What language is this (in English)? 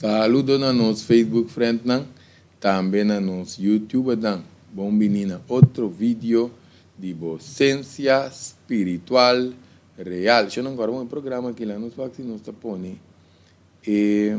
Papiamento